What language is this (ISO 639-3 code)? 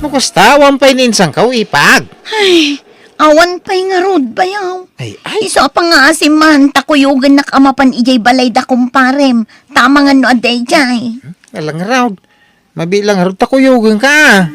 ilo